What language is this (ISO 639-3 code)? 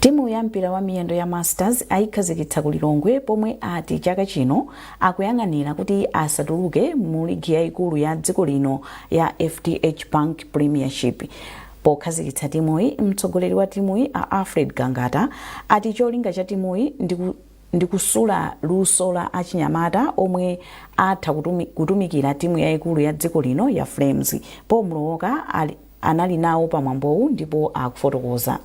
nya